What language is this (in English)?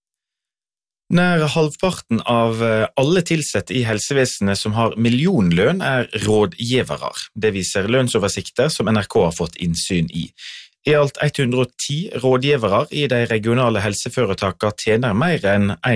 Norwegian